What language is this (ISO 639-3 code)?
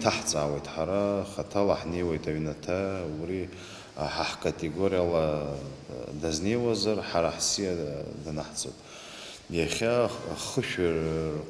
abk